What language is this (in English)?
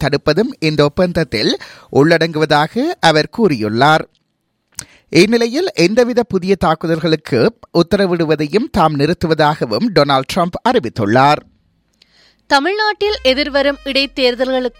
Tamil